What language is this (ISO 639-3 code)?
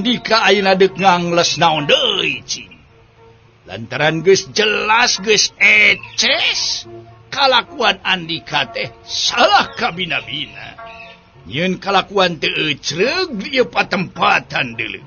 sun